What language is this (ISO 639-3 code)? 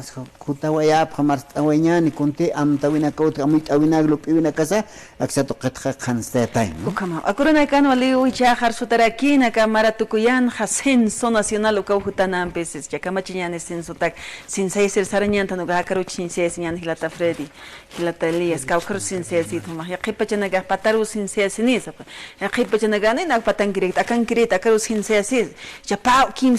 aym